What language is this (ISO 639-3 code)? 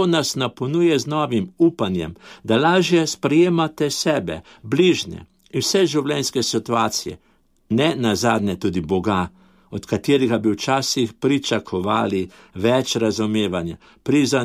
slv